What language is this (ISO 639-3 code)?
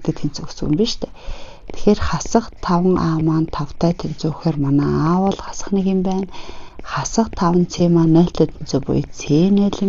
mon